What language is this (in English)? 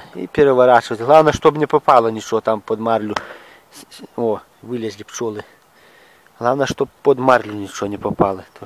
Russian